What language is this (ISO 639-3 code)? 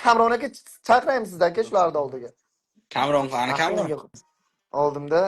uzb